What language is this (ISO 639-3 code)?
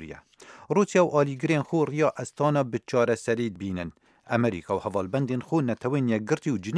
kur